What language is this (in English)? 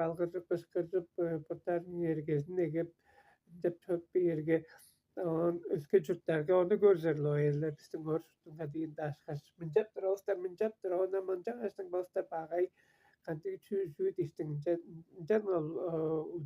Tuvinian